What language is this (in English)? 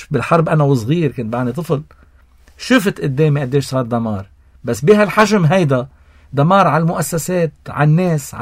North Levantine Arabic